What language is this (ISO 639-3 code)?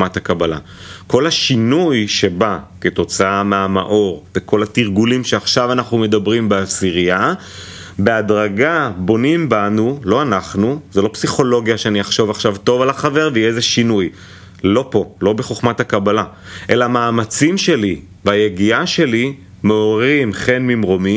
heb